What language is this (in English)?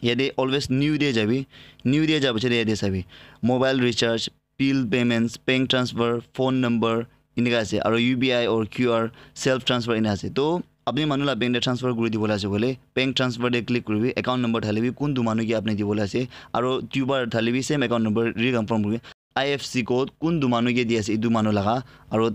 Naga Pidgin